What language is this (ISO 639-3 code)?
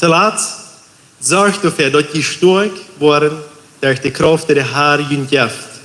pdt